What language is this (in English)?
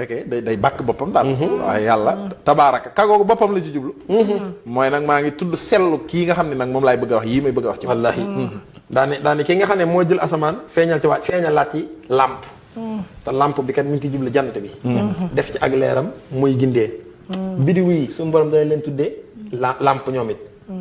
Wolof